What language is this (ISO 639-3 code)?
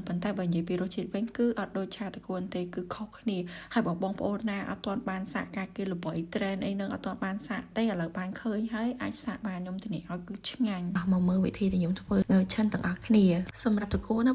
khm